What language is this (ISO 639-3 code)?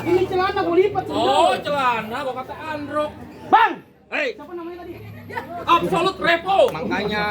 bew